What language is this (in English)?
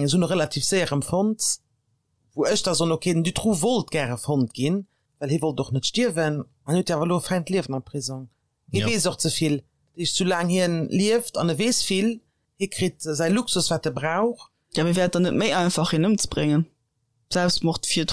Luxembourgish